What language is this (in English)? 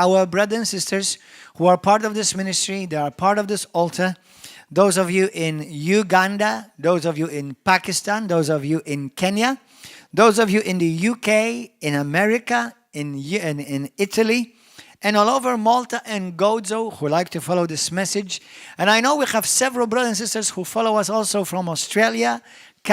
English